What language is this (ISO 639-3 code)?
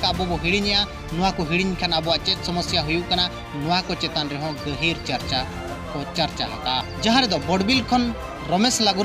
sat